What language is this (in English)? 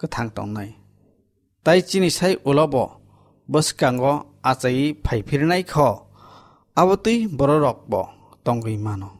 Kok Borok